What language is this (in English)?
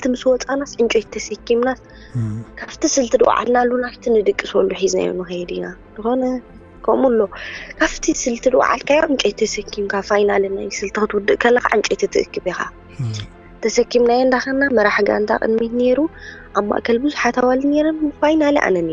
Tigrinya